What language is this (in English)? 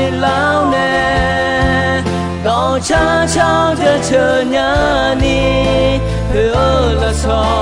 Akha